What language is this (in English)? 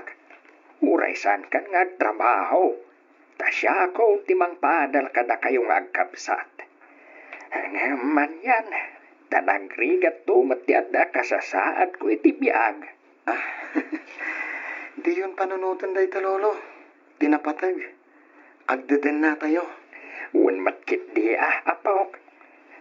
Iloko